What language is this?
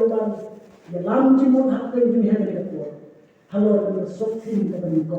Khasi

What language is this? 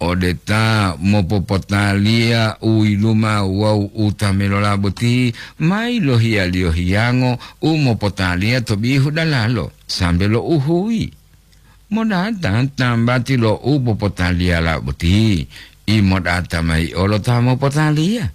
Gorontalo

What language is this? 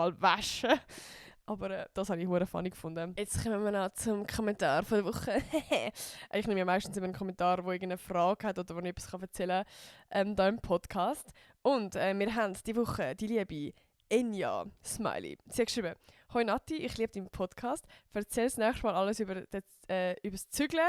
Swiss German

